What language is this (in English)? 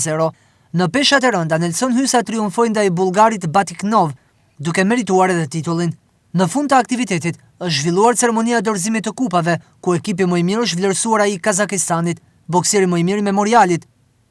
Albanian